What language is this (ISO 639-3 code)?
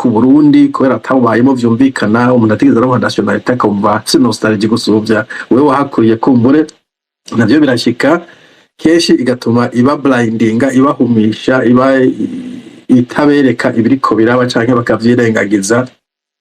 run